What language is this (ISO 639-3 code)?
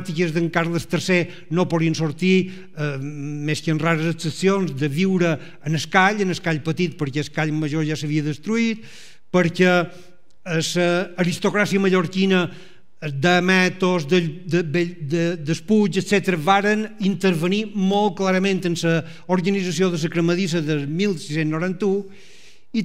cat